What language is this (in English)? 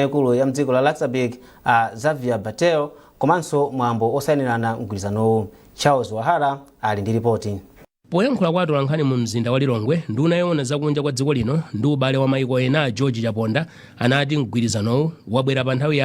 Nyanja